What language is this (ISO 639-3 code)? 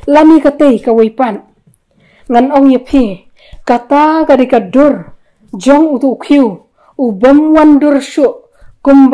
kha